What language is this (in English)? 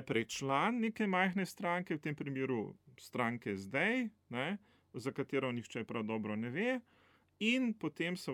Slovenian